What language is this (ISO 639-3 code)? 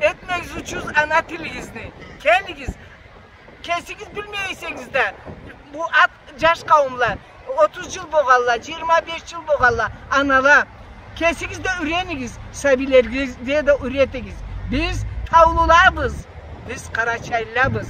krc